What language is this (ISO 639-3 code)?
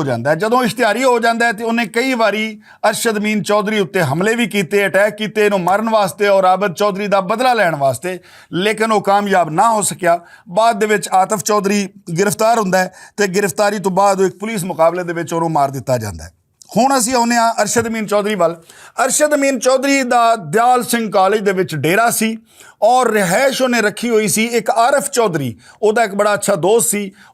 lah